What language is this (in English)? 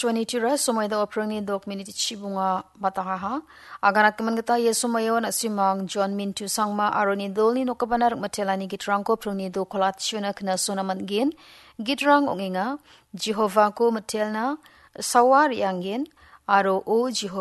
Garo